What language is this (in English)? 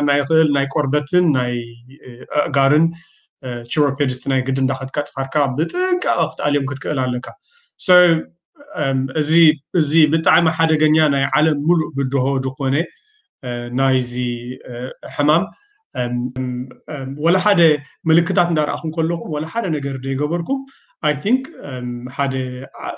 Tigrinya